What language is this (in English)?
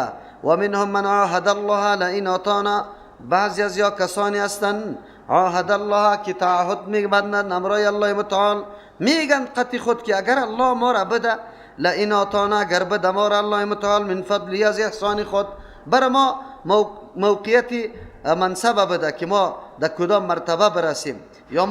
Persian